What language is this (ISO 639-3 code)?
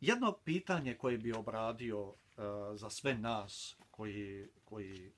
bos